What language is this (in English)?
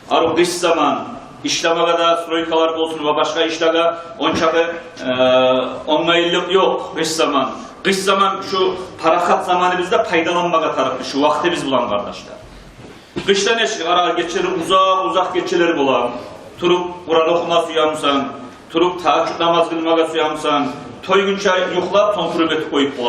Kumyk